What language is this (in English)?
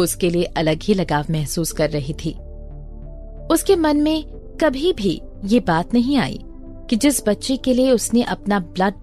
Hindi